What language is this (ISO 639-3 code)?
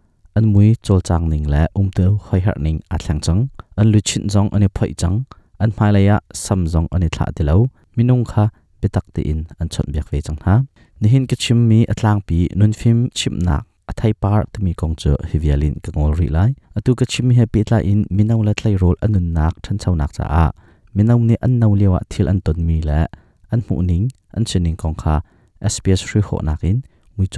cnh